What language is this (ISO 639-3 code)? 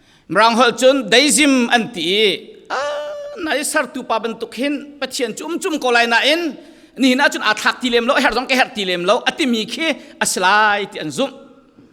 cfm